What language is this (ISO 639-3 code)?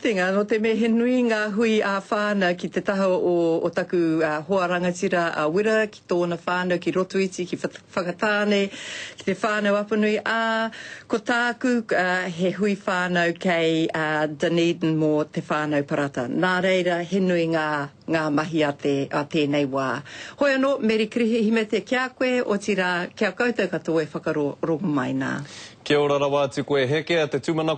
mri